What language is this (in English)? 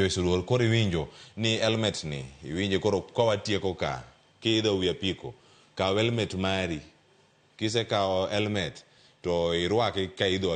Luo (Kenya and Tanzania)